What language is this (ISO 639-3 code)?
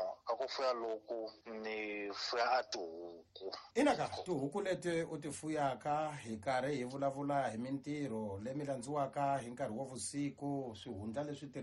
tso